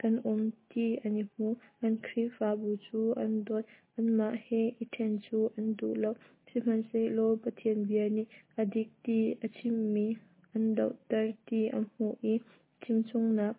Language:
Hakha Chin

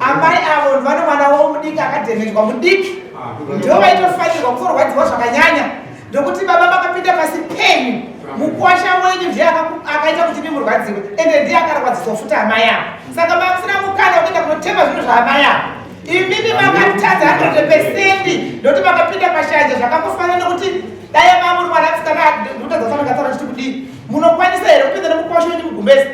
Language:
Shona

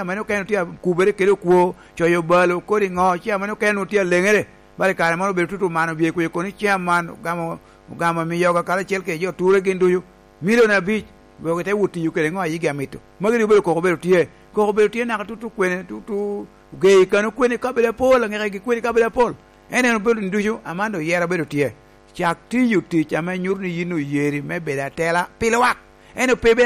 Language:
Lango (Uganda)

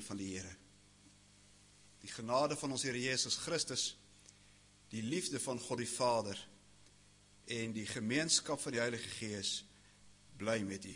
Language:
Afrikaans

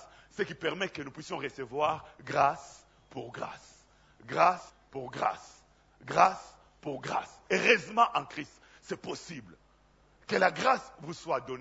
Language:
French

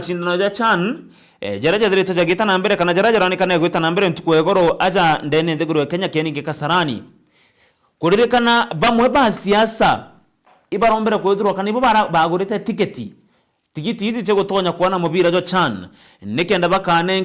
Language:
Meru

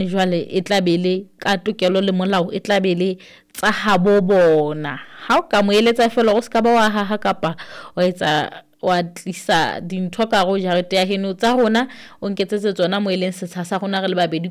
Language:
Southern Sotho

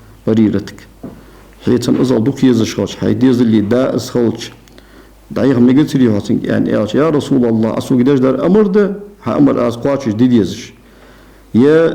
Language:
Ingush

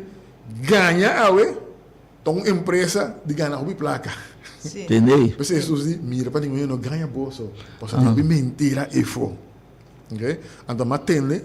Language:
Papiamento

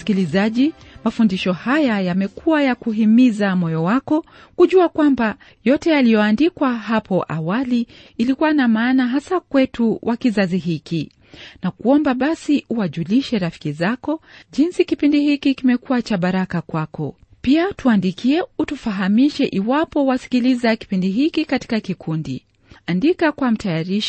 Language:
Swahili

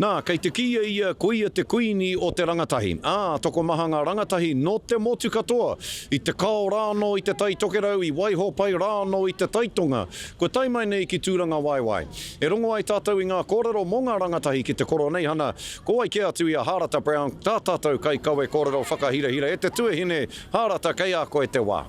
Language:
Māori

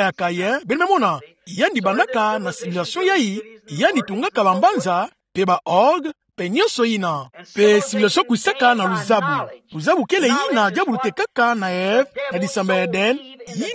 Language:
Kituba (Democratic Republic of Congo)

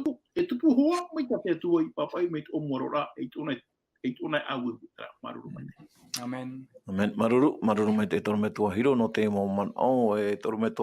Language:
Tahitian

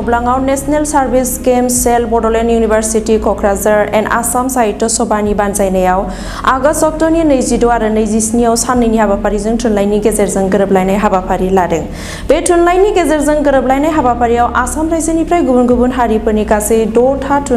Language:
Bodo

